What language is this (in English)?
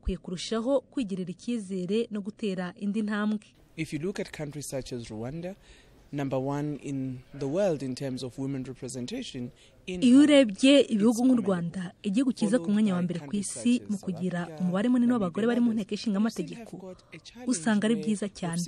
Kinyarwanda